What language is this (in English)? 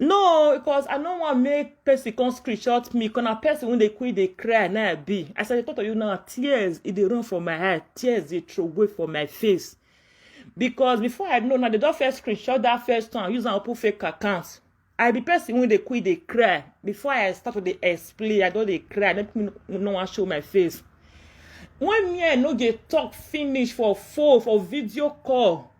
Nigerian Pidgin